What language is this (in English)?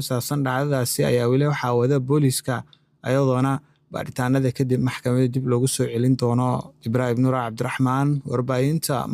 Somali